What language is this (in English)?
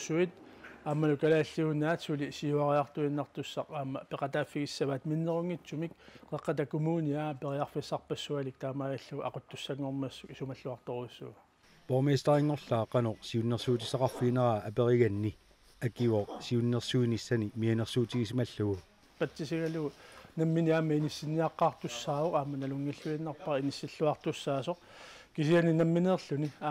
Kalaallisut